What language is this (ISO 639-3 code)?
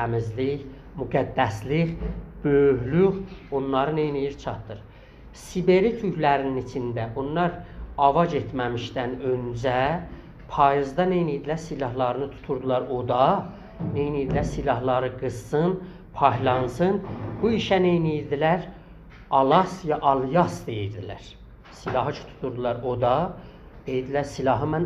azb